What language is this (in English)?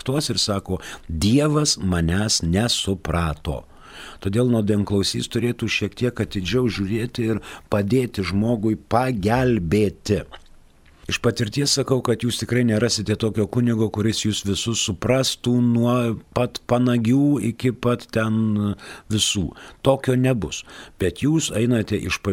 Lithuanian